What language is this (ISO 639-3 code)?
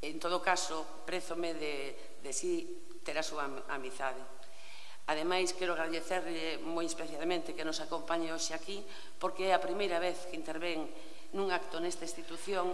glg